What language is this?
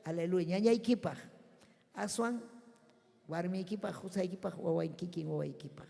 Ayacucho Quechua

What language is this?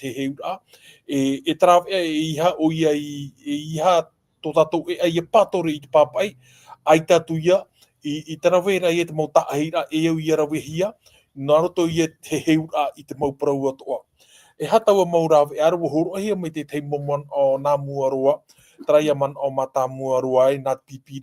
Tahitian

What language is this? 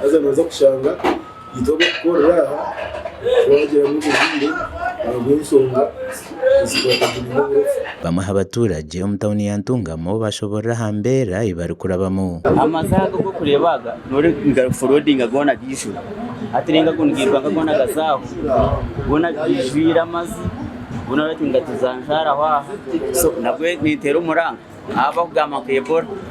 Nyankole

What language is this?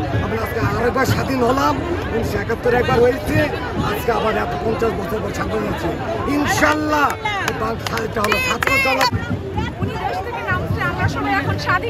Bangla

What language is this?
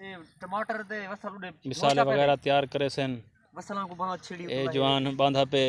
Saraiki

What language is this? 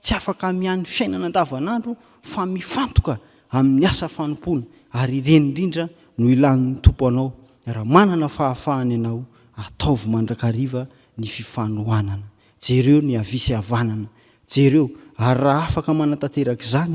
Malagasy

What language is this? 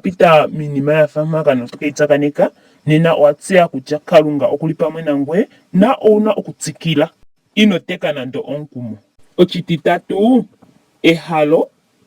Ndonga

